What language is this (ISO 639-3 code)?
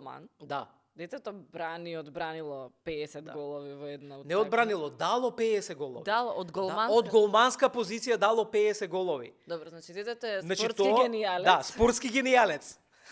mkd